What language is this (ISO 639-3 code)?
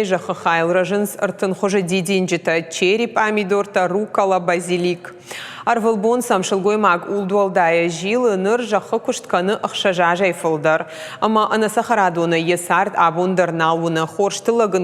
oss